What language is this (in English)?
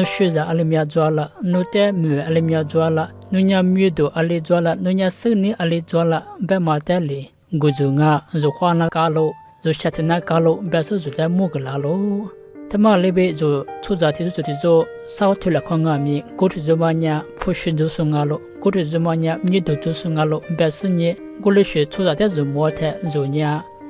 Lisu